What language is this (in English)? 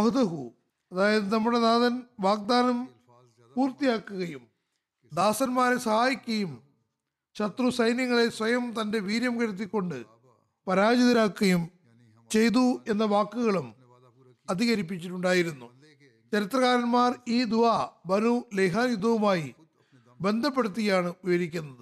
Malayalam